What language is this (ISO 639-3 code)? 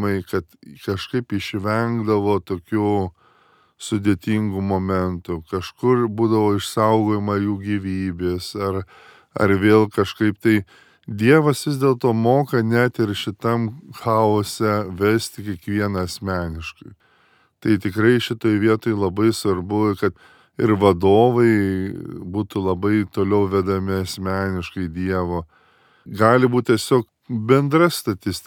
lit